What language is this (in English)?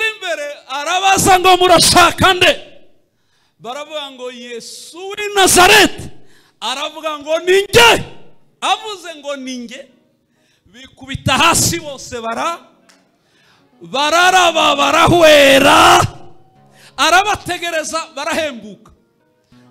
Kinyarwanda